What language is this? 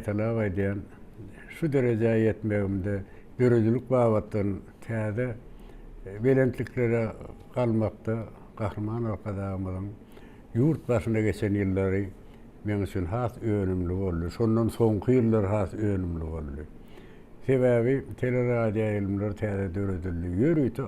Turkmen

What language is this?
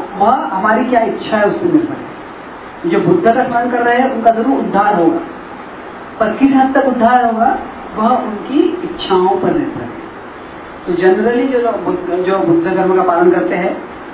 Hindi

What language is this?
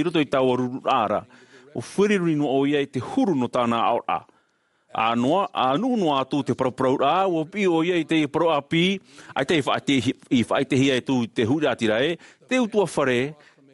Tahitian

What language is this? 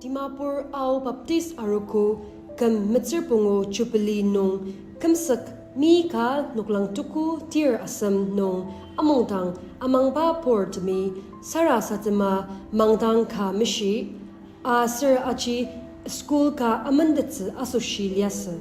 Ao Naga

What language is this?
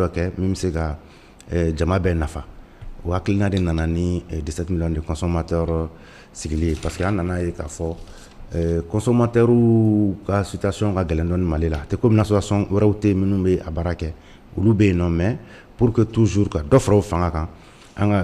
Bambara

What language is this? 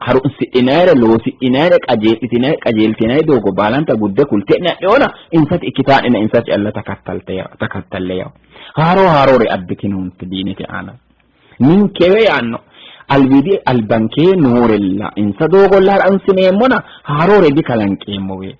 Sidamo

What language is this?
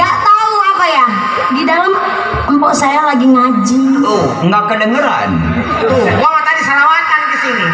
Betawi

